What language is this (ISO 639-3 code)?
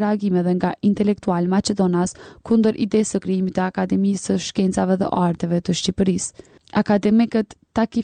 sqi